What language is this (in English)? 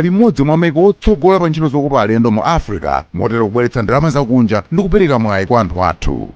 Nyanja